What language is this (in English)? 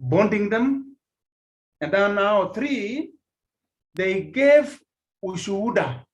Kalenjin